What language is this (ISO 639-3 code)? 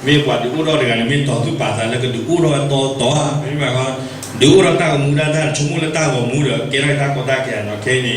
ksw